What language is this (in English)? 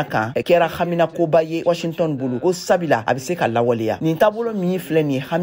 Bambara